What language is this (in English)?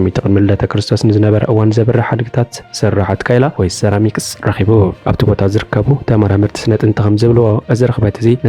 Tigrinya